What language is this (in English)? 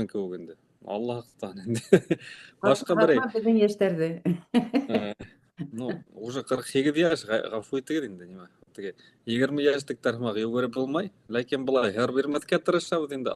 Bashkir